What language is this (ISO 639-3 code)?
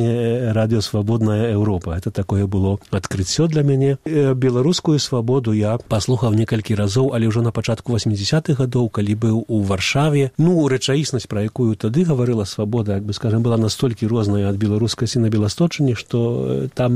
bel